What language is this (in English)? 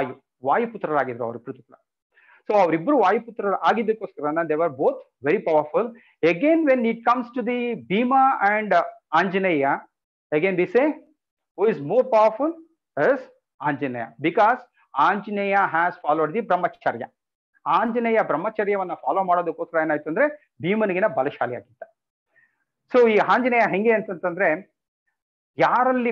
Kannada